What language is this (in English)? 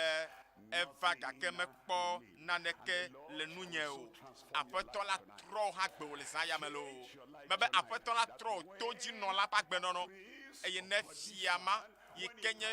Ewe